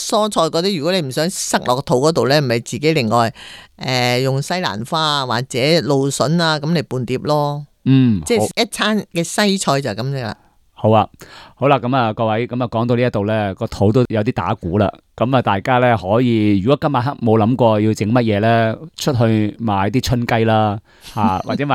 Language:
Cantonese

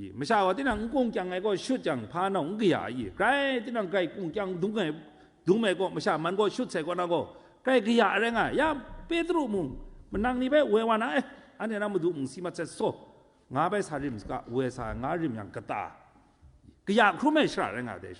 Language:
Kachin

